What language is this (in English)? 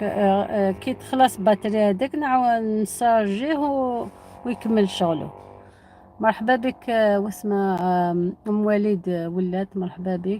Algerian Arabic